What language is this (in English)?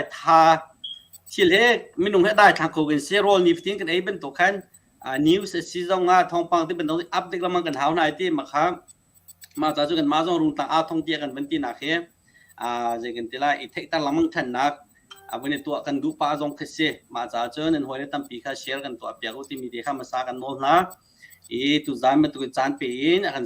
Hakha Chin